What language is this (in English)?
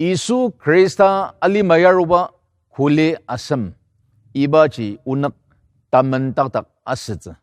Ao Naga